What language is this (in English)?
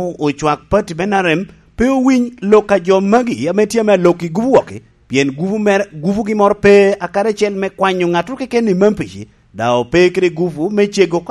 Lango (Uganda)